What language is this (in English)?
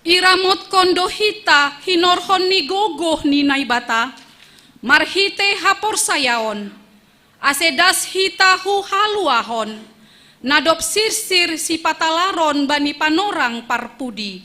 Batak Simalungun